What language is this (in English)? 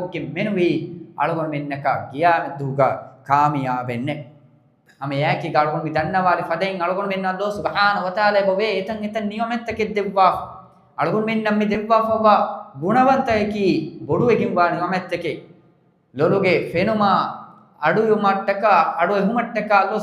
Divehi